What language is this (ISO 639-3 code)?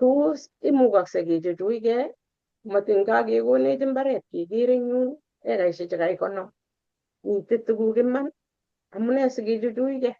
kln